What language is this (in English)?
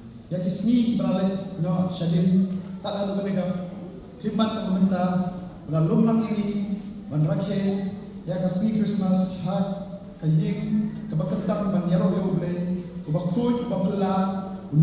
Khasi